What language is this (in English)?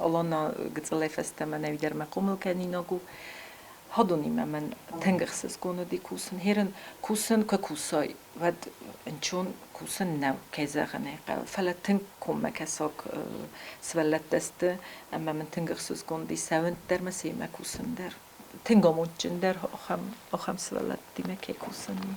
Ossetic